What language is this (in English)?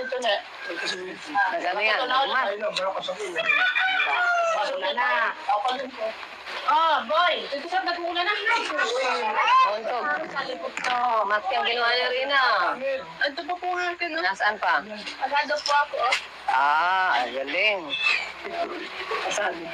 Filipino